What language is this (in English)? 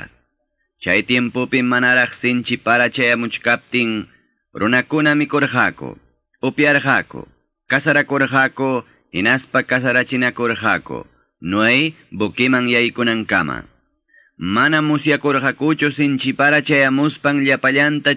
Quechua